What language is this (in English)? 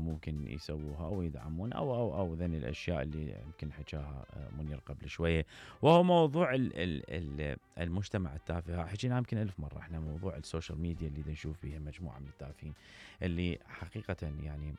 Mesopotamian Arabic